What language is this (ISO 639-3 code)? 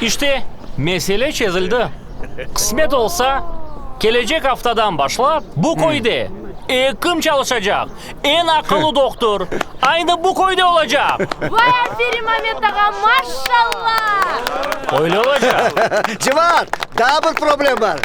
crh